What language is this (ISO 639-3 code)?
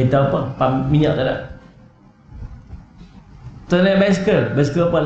msa